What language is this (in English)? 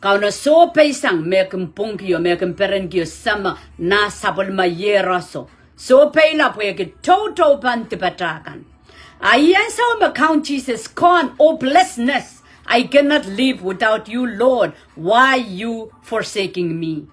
Pohnpeian